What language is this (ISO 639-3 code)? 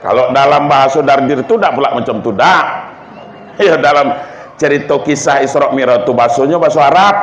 min